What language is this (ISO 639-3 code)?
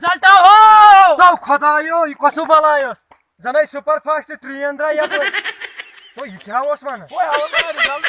kas